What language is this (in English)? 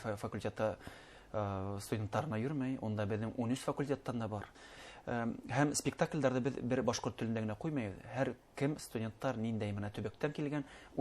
Bashkir